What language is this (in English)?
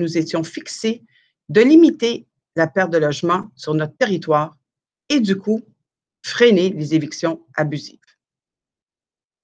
French